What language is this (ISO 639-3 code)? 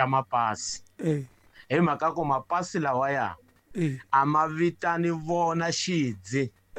tso